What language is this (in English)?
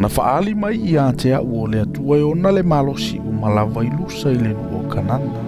Samoan